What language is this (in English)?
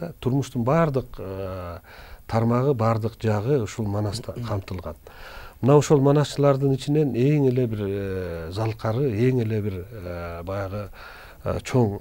Kyrgyz